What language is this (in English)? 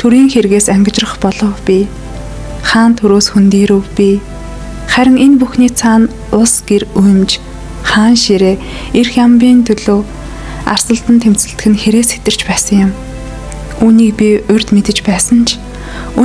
Mongolian